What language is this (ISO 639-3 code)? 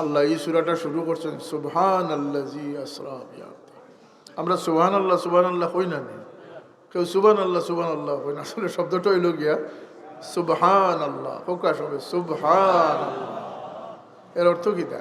syl